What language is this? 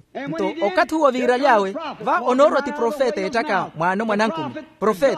Makhuwa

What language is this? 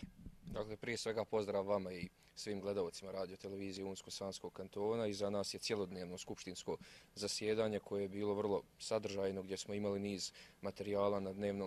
Bosnian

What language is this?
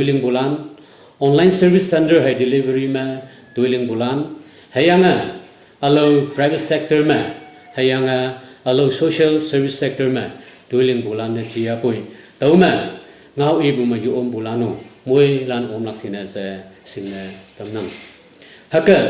Naga Pidgin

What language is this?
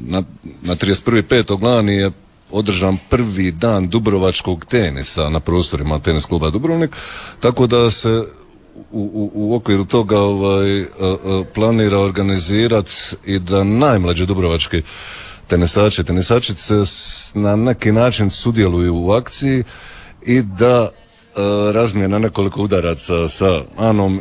Croatian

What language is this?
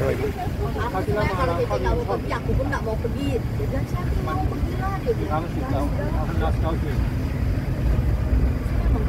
Thai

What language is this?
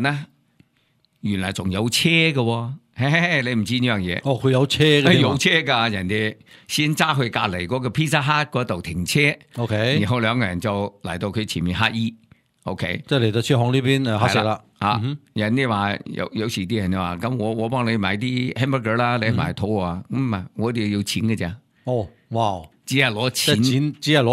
Cantonese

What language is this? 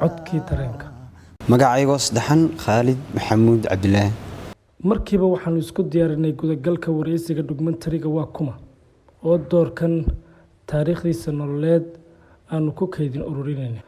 Somali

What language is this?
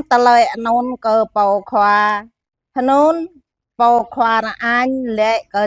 Jarai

